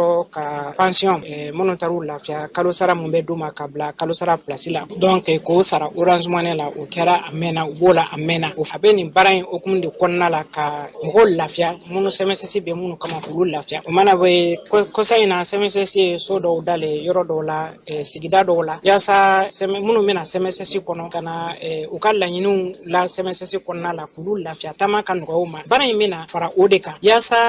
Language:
Bambara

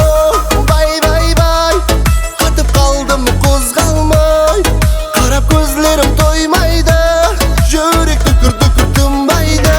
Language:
Kara-Kalpak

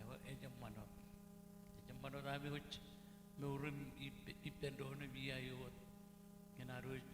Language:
Marshallese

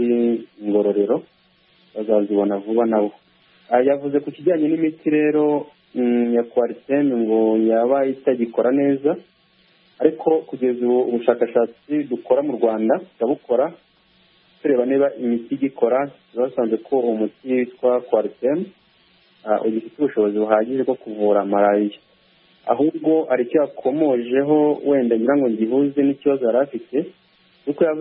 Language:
Kinyarwanda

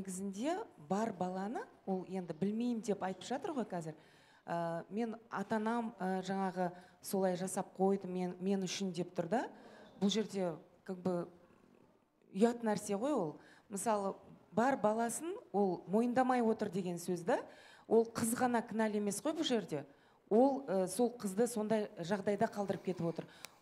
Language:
Kazakh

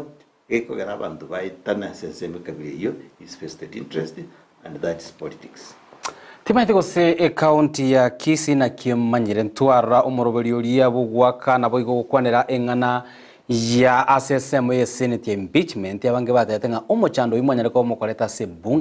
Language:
Gusii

